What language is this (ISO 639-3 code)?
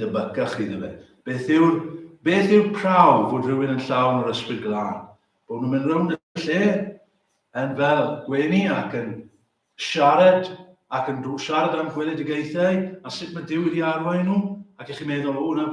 cym